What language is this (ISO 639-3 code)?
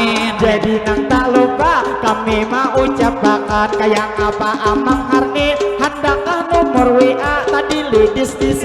bjn